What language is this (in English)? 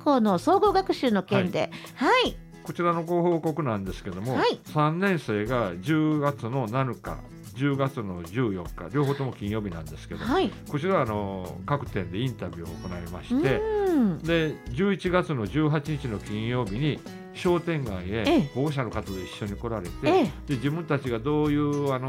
Japanese